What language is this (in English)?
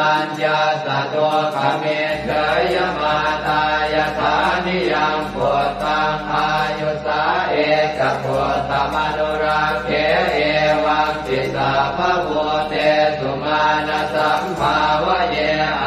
Pali